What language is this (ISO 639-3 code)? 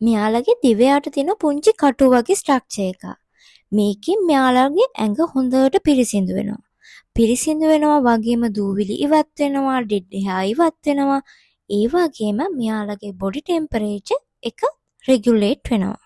sin